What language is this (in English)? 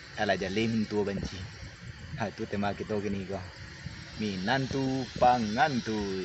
Minangkabau